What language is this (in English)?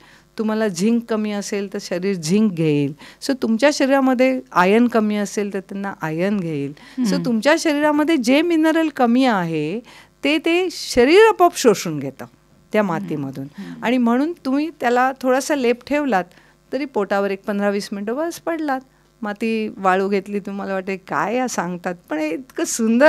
Marathi